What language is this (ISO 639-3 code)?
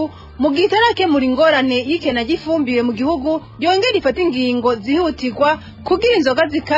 run